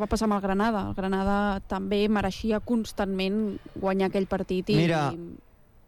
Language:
Catalan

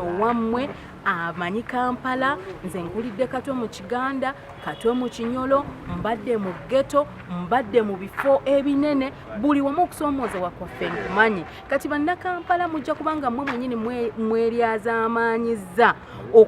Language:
Ganda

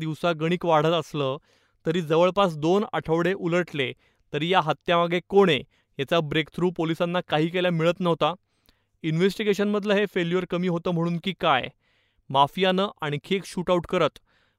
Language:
Marathi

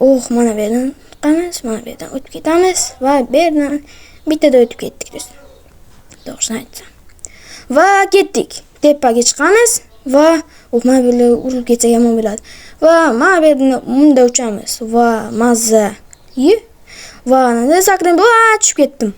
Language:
Uzbek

